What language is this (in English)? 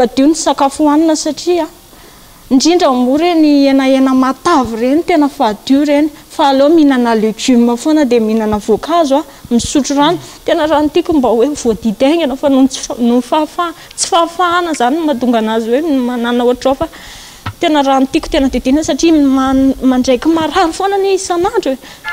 Malagasy